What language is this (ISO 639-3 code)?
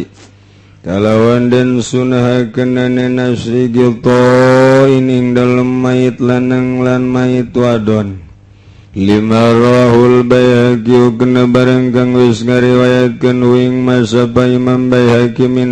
sun